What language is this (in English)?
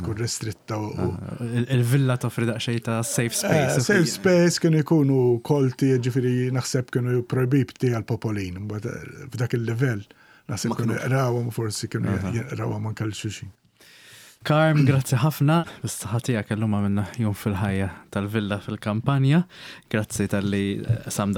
Maltese